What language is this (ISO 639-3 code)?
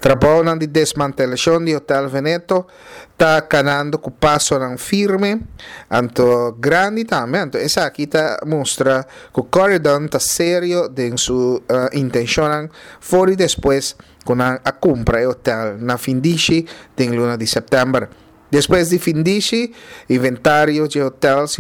pap